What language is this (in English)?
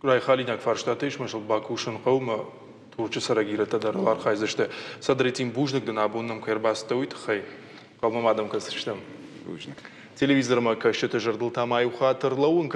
Ossetic